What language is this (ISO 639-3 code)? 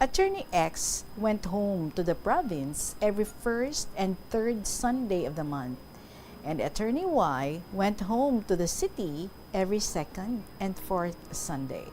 hil